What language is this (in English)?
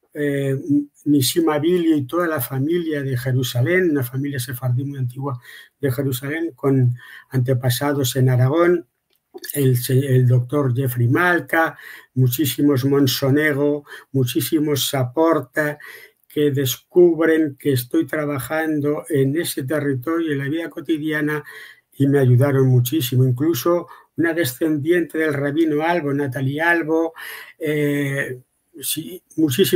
Ladino